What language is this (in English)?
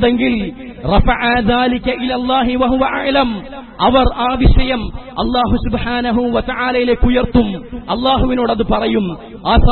Malayalam